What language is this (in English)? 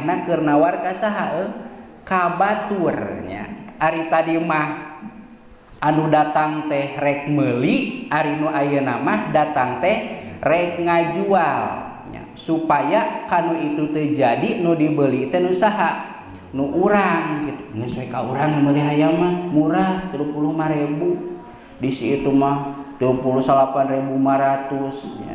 Sundanese